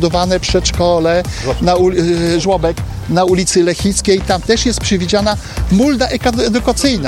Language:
Polish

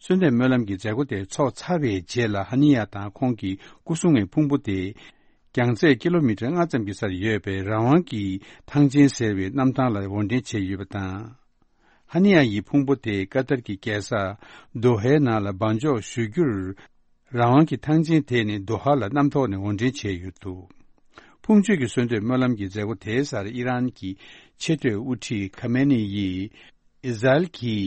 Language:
Tibetan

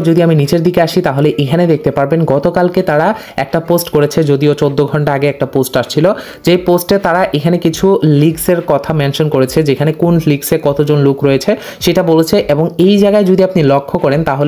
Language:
Bangla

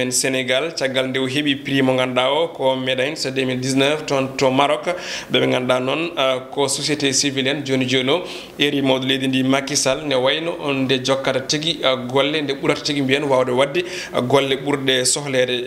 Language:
Fula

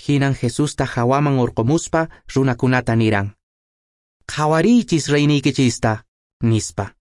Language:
Quechua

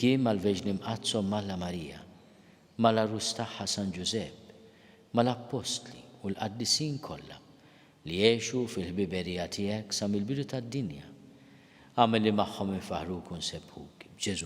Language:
Maltese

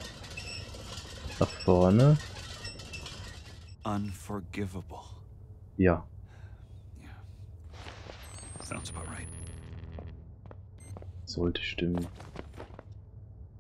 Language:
German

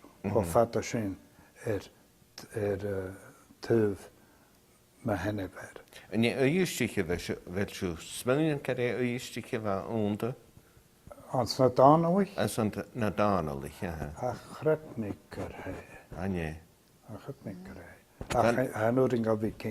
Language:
Scottish Gaelic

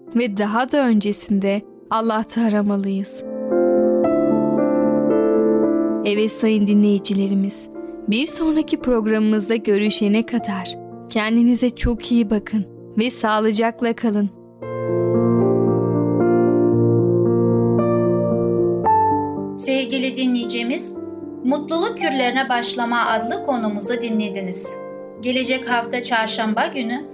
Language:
Turkish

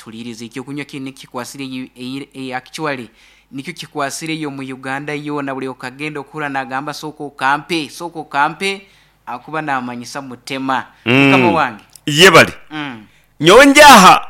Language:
Nyankole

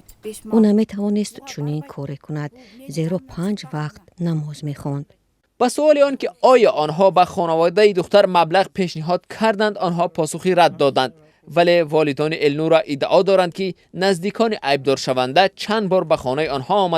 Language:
Tajik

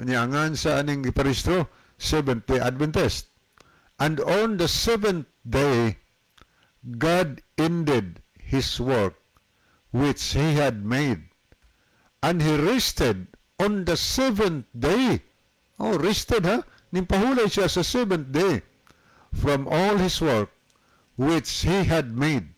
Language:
Cebuano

